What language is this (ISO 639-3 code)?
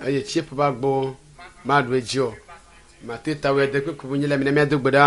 ewe